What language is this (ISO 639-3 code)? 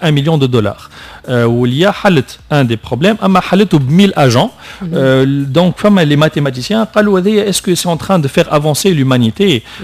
aeb